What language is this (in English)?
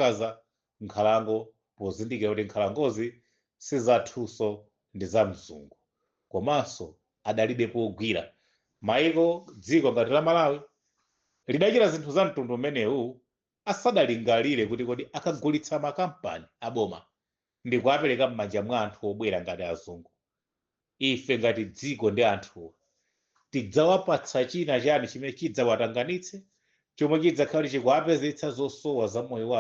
Nyanja